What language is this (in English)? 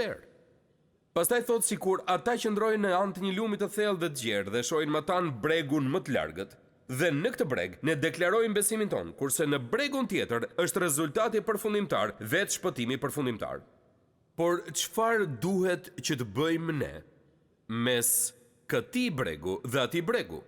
Albanian